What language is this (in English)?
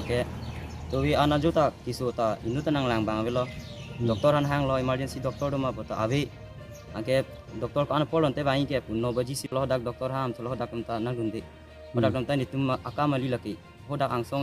Karbi